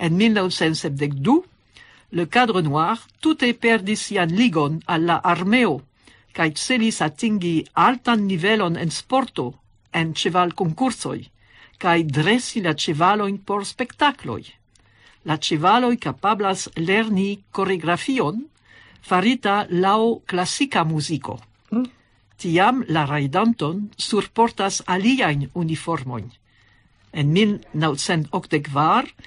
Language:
Esperanto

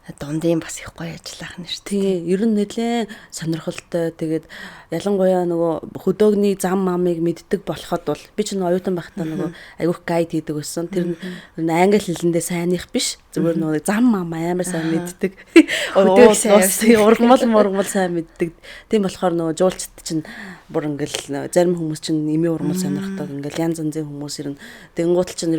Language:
Mongolian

